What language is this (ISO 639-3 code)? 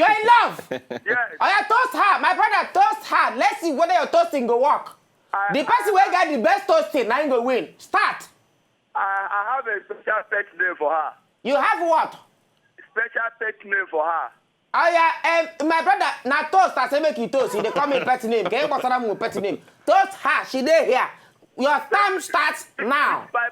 pcm